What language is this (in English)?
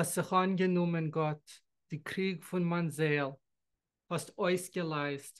Yiddish